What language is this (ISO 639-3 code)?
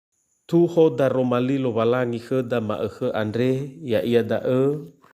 nia